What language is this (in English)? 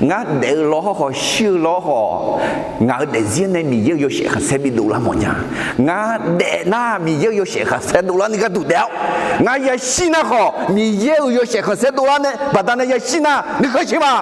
Akha